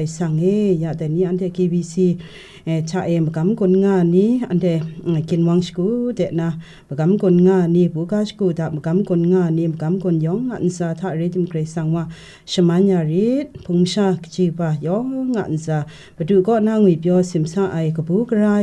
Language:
Kachin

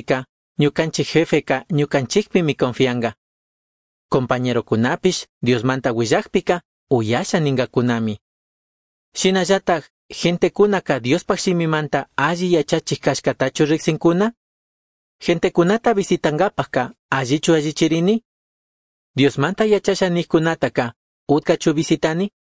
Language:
Chimborazo Highland Quichua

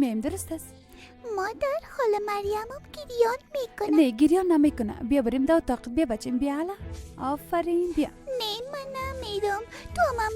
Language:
Persian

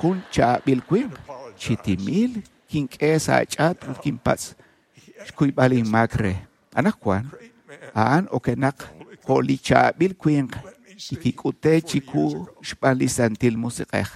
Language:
Kekchí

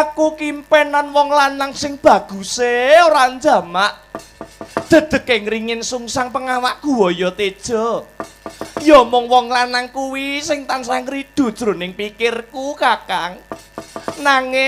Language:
Javanese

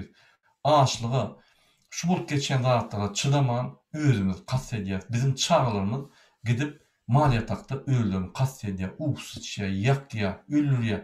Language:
Turkmen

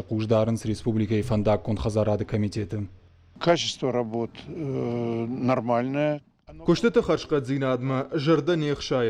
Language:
Ossetic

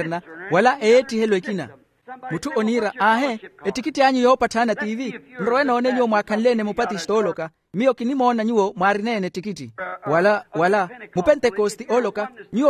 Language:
Makhuwa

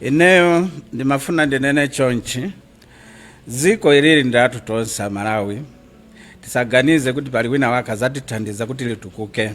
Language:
Nyanja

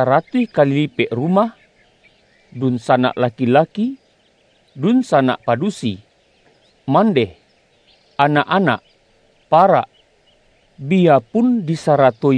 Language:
Minangkabau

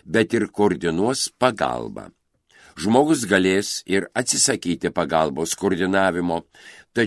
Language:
Lithuanian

